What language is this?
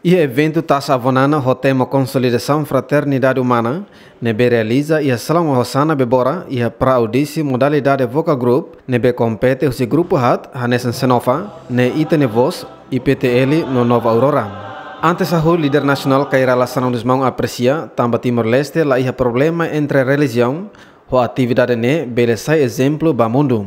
Tetum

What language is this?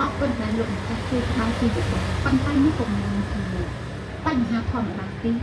Khmer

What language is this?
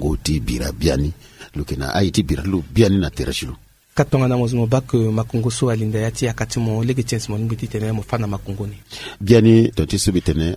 Sango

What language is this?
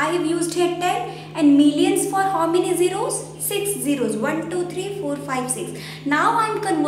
English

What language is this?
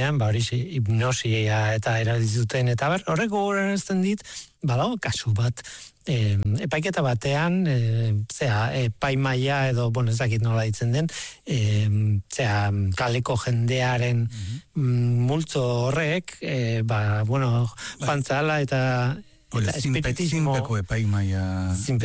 Basque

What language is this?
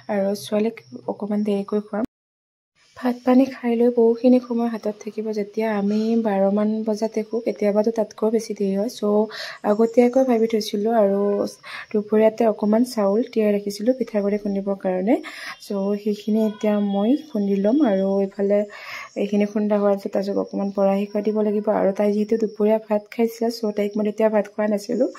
Assamese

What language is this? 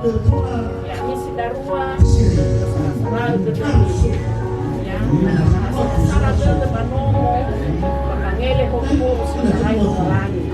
Nias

